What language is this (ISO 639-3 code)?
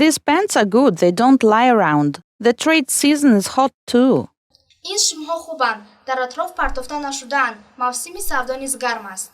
tgk